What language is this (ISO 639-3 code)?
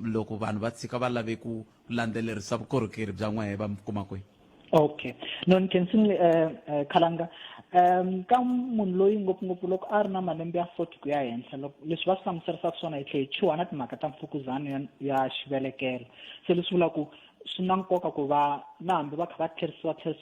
tso